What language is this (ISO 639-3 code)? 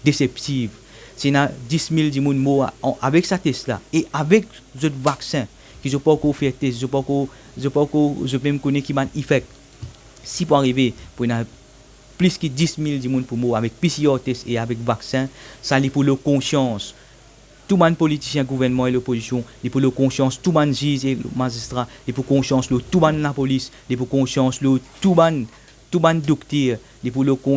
mfe